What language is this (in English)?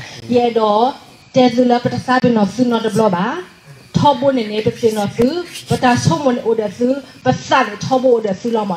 S'gaw Karen